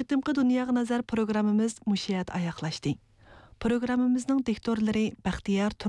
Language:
Uyghur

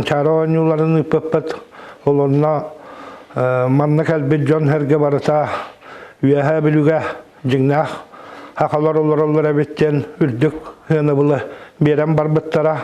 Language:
Yakut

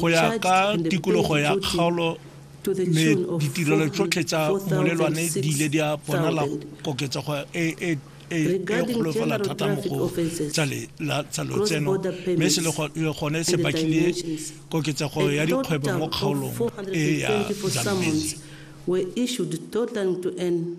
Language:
Tswana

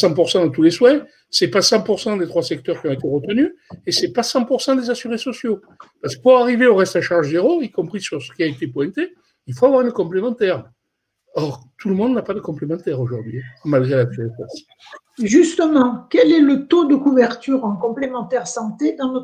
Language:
French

